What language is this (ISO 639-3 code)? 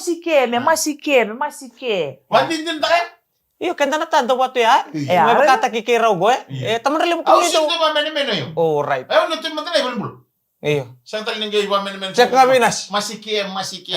fij